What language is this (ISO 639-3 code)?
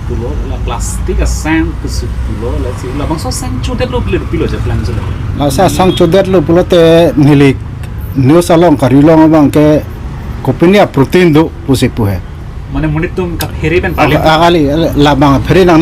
mjw